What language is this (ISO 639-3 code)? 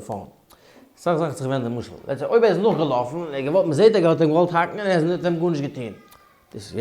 yid